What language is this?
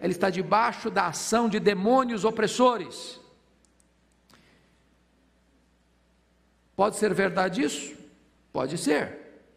Portuguese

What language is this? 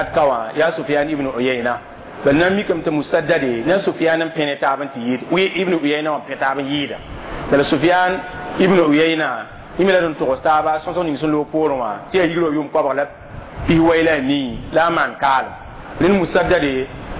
Mossi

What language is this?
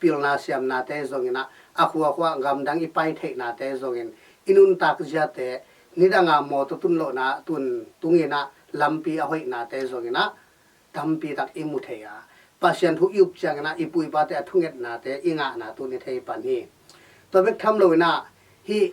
Tedim Chin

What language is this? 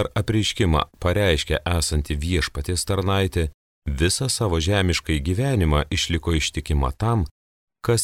Lithuanian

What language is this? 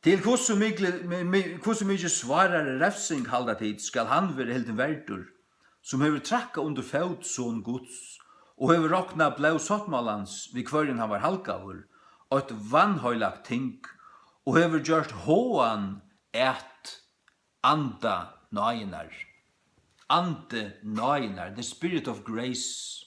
Faroese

